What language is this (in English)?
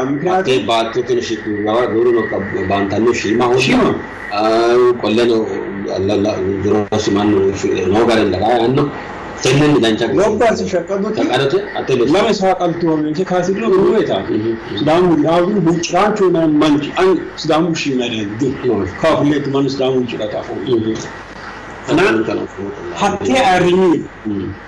Sidamo